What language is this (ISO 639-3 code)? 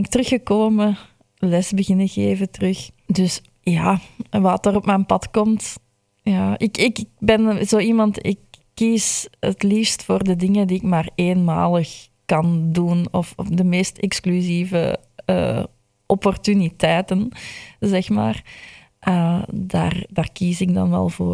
nld